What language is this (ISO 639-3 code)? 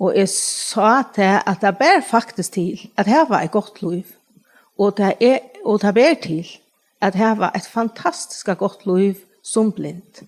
fao